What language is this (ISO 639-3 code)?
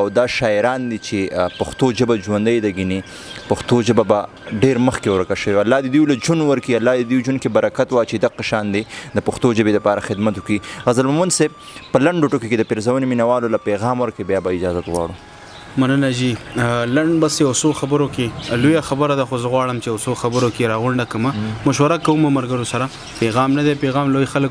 pus